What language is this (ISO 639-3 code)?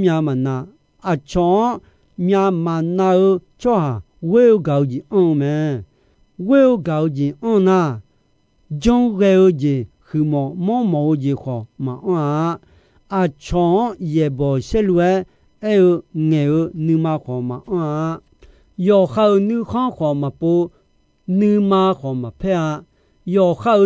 ahk